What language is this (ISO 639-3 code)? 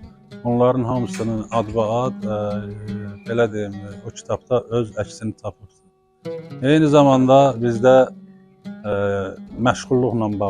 aze